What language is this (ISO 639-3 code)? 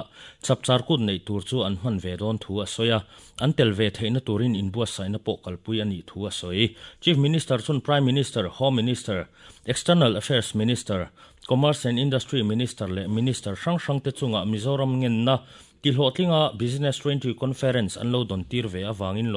lus